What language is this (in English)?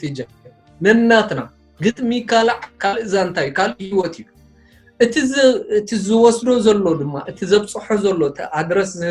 Tigrinya